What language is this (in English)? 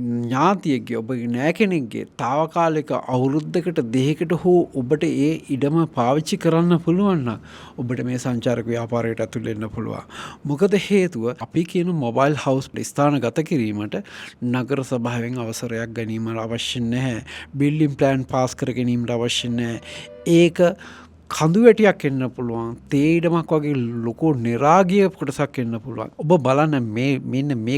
Sinhala